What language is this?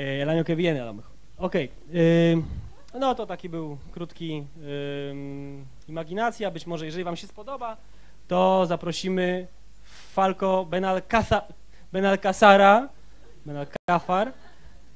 Polish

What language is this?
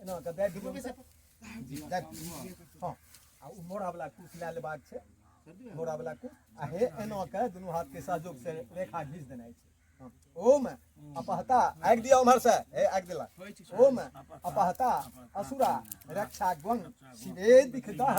Maithili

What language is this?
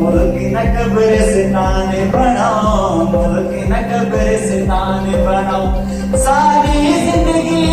Saraiki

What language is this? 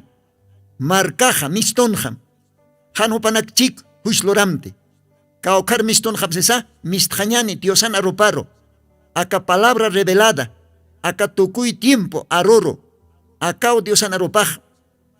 Aymara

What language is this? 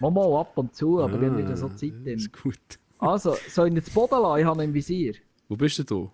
Swiss German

